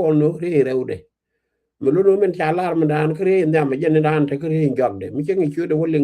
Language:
Nuer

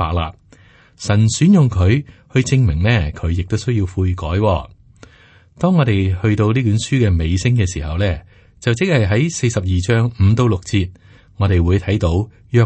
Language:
Cantonese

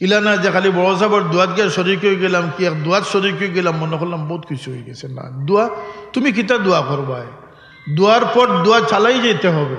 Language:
Sylheti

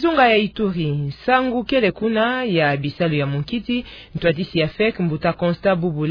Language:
Kituba (Democratic Republic of Congo)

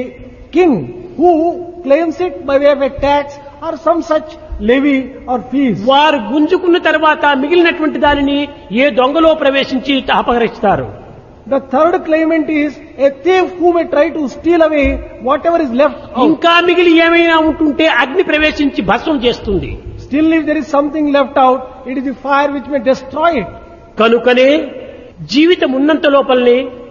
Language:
Telugu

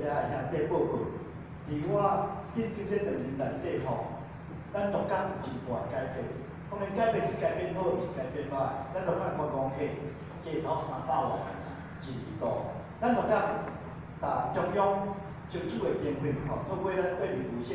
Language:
Min Nan Chinese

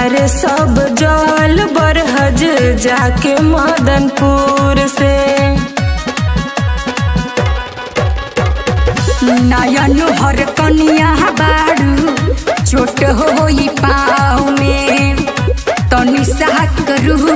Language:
Bhojpuri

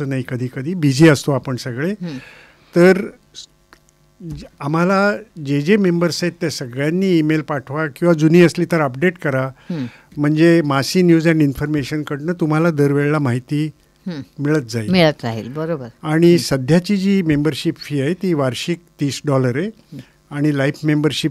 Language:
Marathi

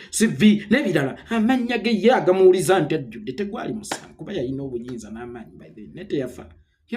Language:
Ganda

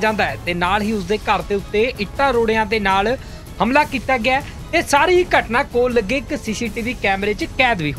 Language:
Punjabi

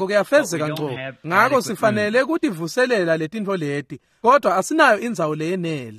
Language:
Swati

